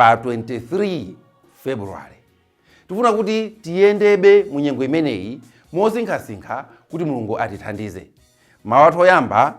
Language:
Nyanja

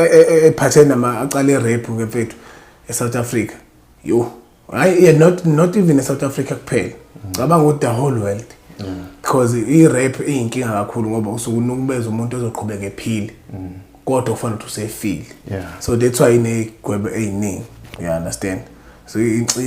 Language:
Zulu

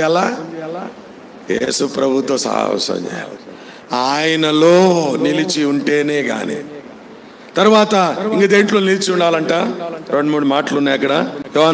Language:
Telugu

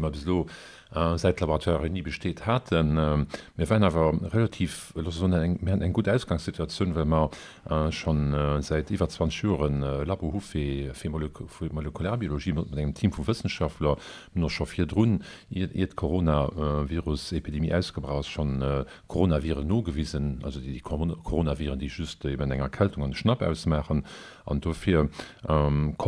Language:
Luxembourgish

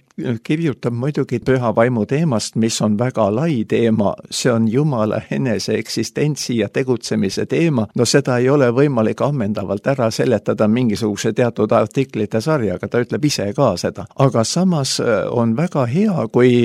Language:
Estonian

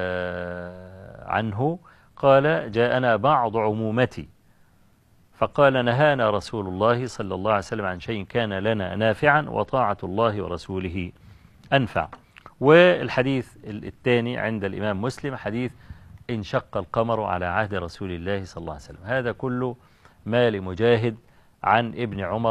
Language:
Egyptian Arabic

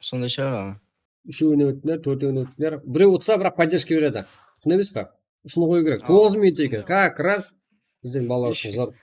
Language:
Kara-Kalpak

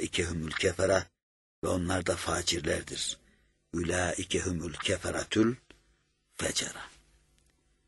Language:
Turkish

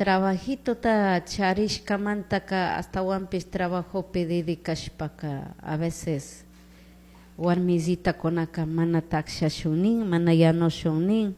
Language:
Chimborazo Highland Quichua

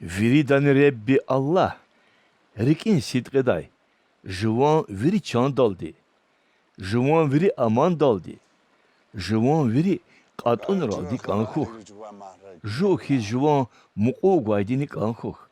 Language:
Lezghian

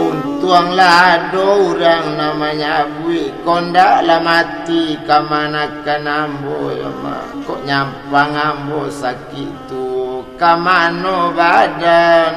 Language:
Minangkabau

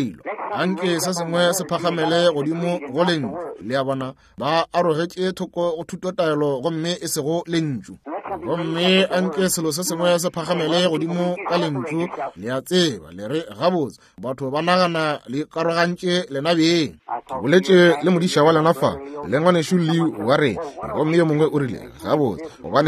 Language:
Northern Sotho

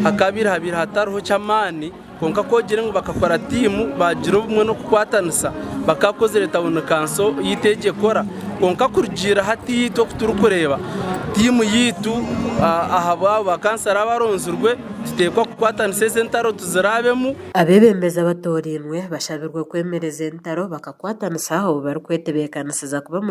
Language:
Nyankole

